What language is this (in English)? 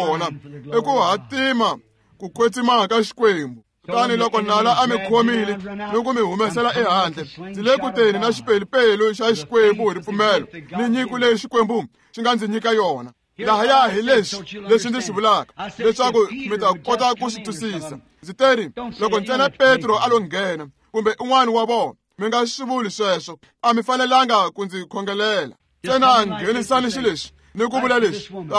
Tsonga